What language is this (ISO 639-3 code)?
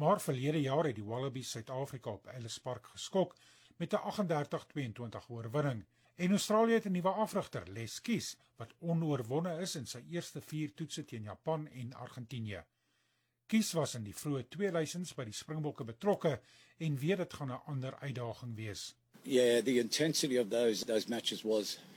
afr